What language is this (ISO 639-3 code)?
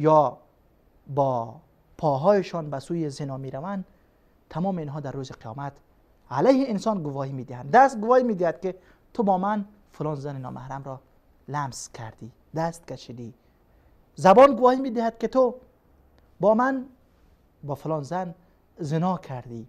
fas